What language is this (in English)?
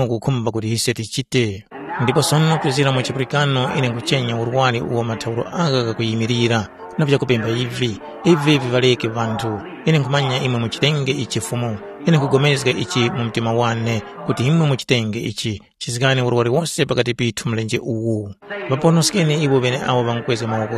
Tumbuka